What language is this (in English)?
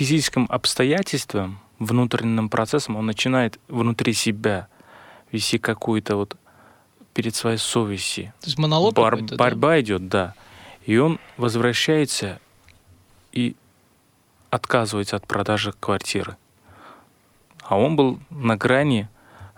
Russian